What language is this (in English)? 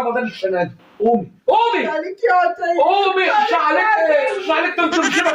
Egyptian Arabic